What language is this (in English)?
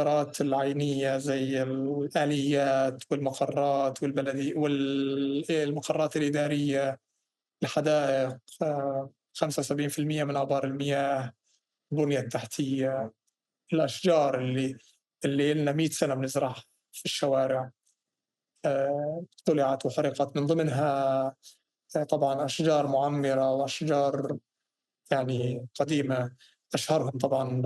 North Levantine Arabic